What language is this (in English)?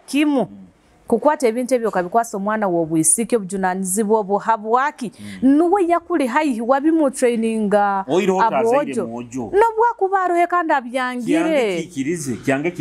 Nyoro